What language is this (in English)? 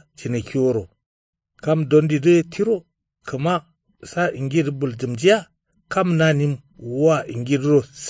Kanuri